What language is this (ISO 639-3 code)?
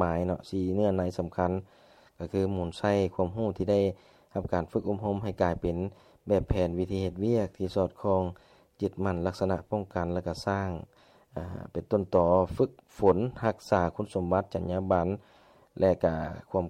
lao